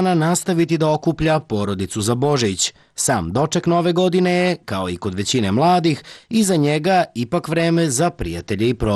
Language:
Serbian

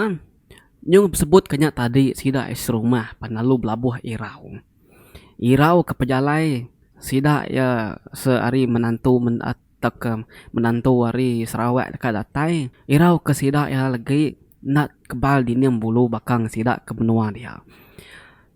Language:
Iban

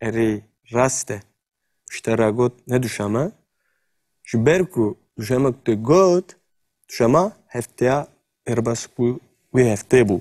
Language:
Kurdish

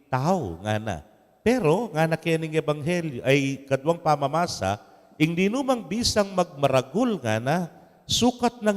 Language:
Pampanga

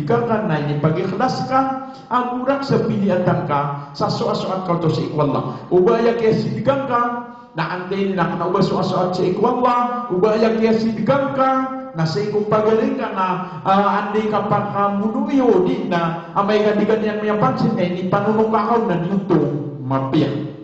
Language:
Maranao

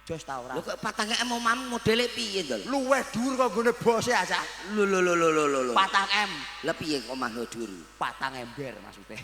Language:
Javanese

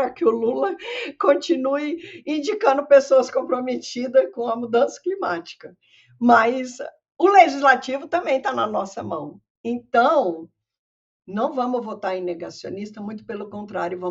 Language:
Portuguese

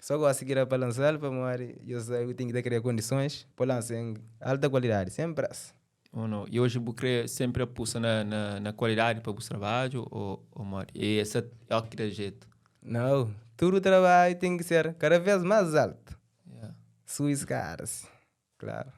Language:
Kabuverdianu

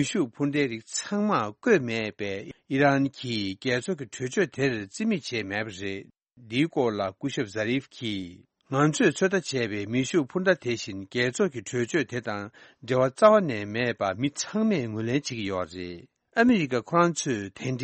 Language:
Tibetan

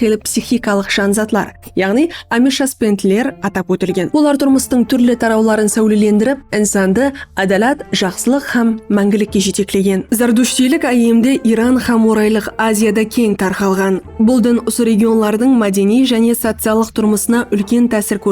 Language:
Kara-Kalpak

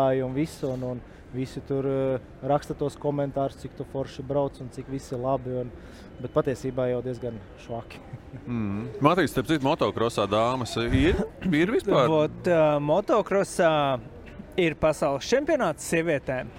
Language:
Latvian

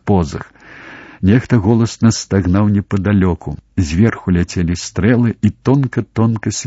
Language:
Belarusian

